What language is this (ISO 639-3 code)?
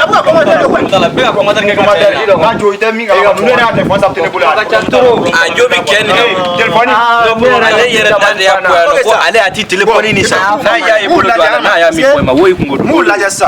bam